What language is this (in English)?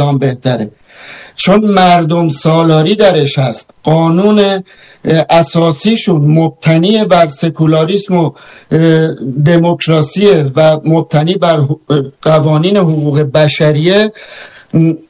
Persian